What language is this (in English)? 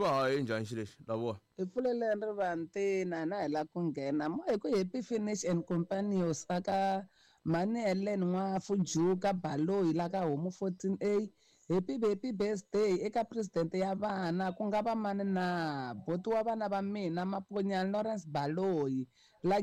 Tsonga